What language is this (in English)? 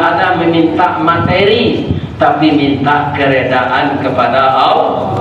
Minangkabau